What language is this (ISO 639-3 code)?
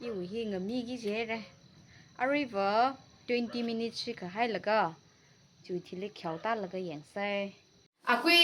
nmf